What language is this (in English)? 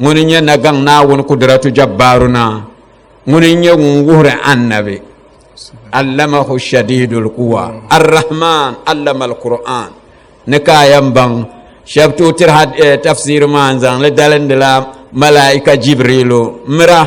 Dagbani